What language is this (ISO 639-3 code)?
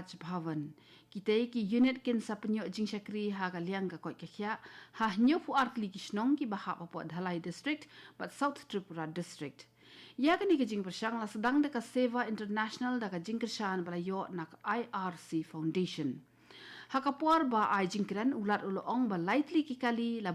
kha